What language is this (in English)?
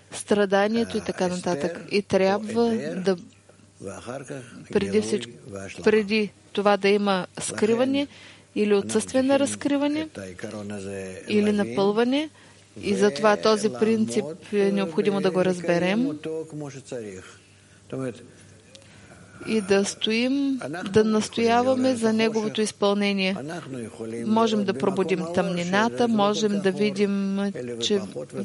Bulgarian